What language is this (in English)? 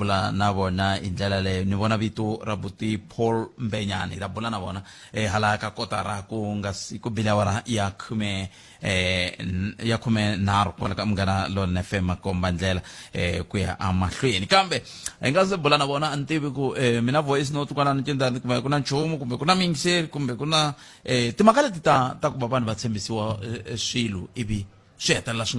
Tsonga